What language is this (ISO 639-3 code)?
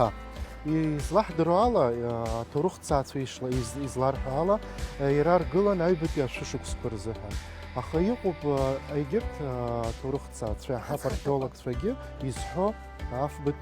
abk